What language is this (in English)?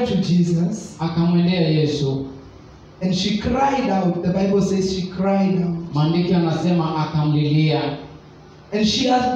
Swahili